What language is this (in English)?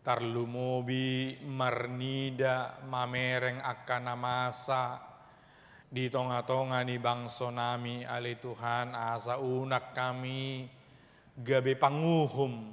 Batak Toba